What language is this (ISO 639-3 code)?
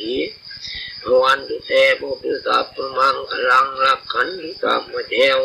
pli